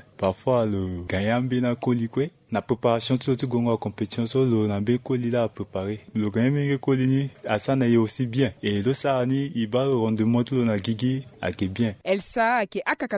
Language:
Sango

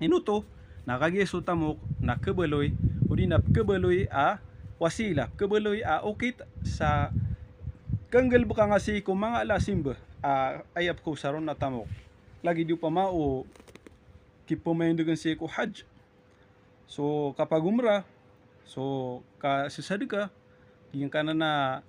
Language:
Maranao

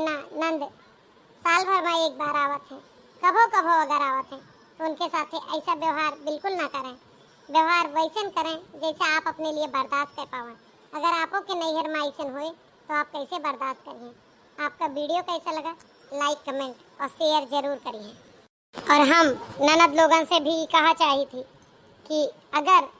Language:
Awadhi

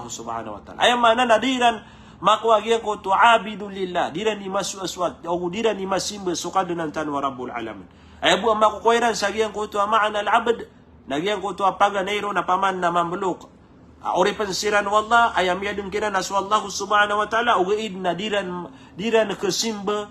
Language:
Maranao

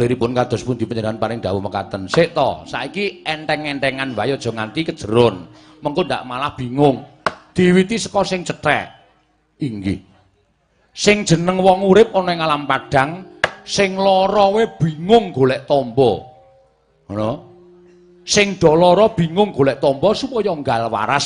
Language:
Javanese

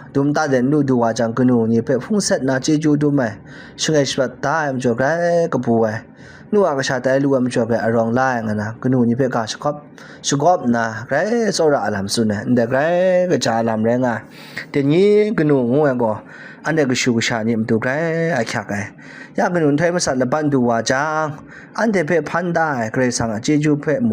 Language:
Kachin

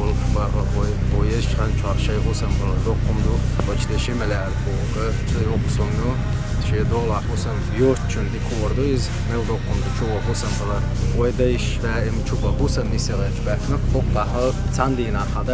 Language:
Chechen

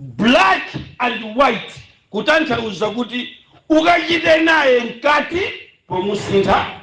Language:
Nyanja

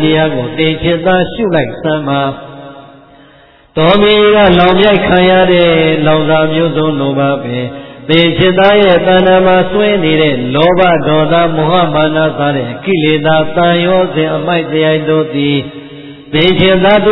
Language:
Burmese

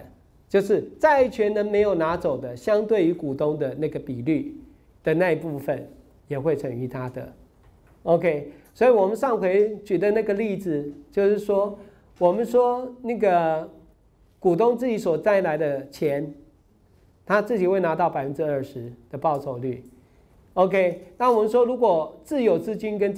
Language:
Chinese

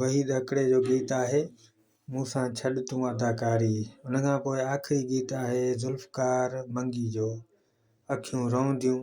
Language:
Sindhi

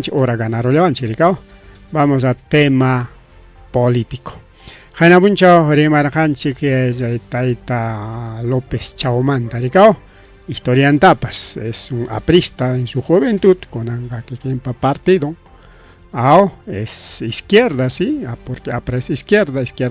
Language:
Ayacucho Quechua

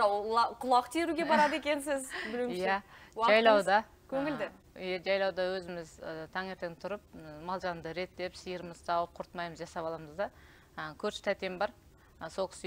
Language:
Kazakh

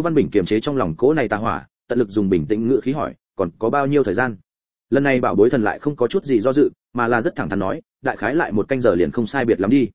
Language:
Vietnamese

